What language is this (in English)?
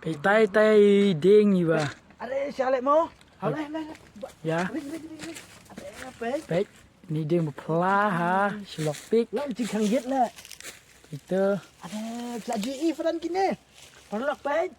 Khasi